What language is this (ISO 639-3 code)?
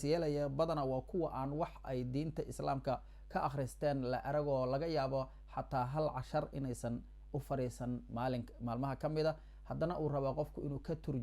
som